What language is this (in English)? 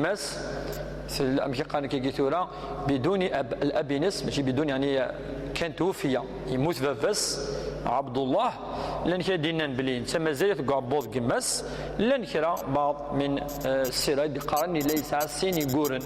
Kabyle